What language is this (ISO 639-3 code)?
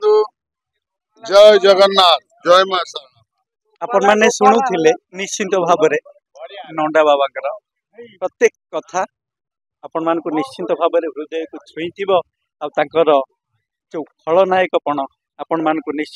ori